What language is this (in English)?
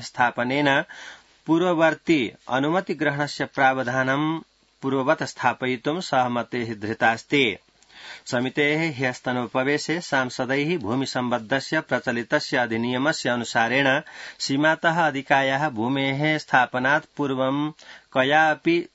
Sanskrit